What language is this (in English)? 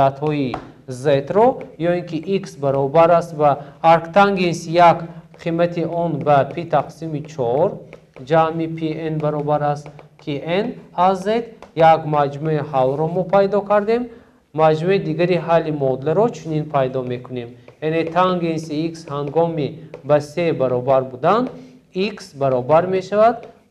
Tajik